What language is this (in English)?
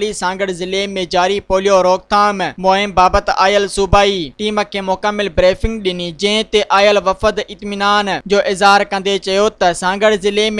Sindhi